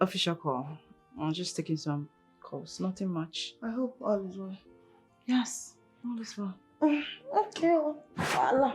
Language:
Nigerian Pidgin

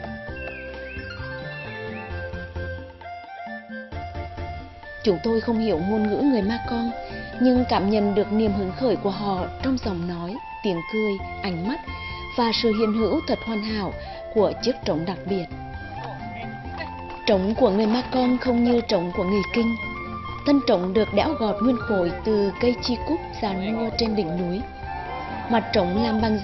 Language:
Vietnamese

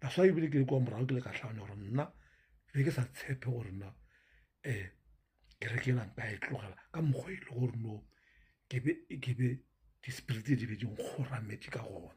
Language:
Northern Sotho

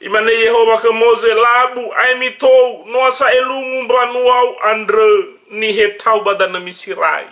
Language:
Nias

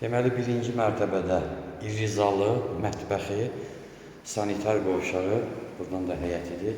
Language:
Azerbaijani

